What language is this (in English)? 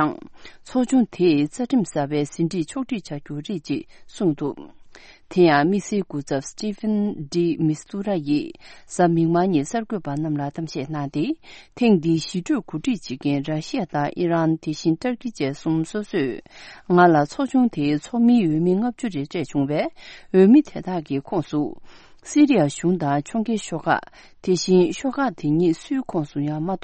Tibetan